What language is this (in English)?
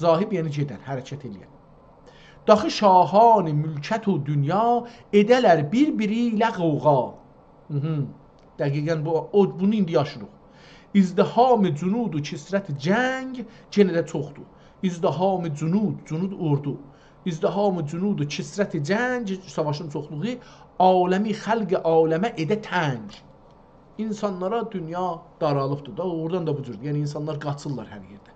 South Azerbaijani